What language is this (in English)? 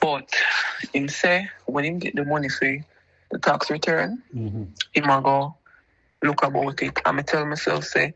Jamaican Creole English